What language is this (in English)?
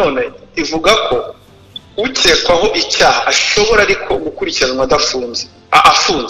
Kinyarwanda